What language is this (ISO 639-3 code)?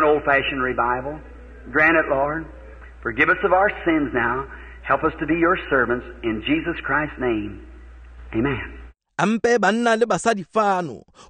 tsn